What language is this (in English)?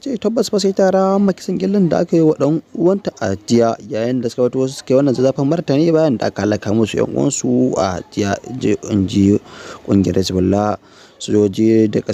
Hausa